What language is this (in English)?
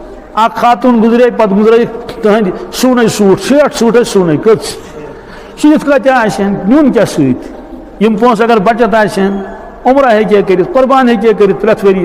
Kashmiri